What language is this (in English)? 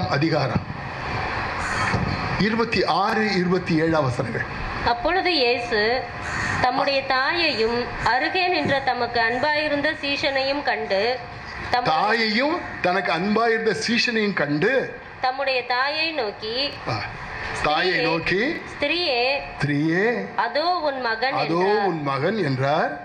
Tamil